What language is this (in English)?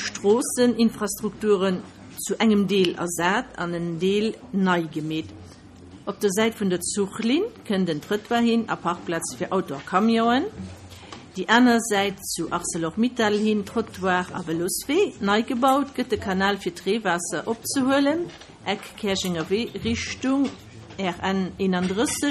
Luxembourgish